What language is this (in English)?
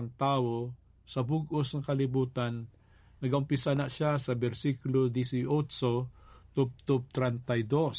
Hiligaynon